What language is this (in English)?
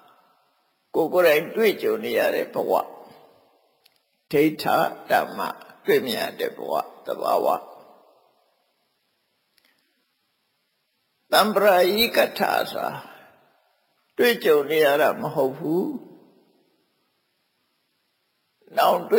Burmese